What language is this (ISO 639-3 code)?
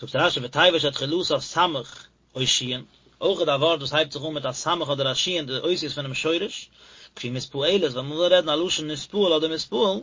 yid